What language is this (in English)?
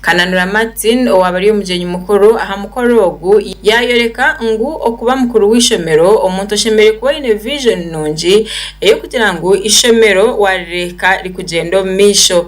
Nyankole